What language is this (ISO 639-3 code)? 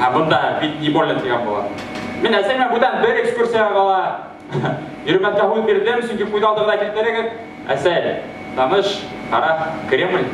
bak